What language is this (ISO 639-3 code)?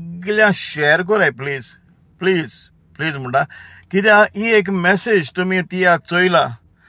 kok